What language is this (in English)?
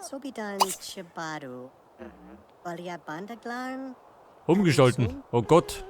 Bavarian